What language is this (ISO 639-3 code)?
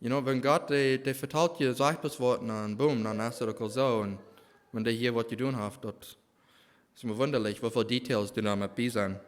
pdt